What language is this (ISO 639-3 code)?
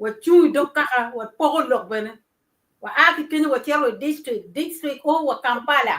ach